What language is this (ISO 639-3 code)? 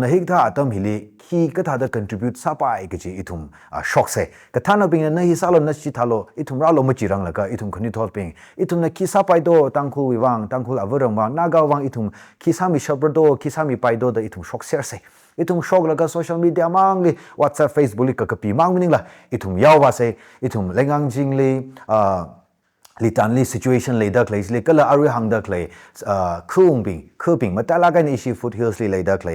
nmf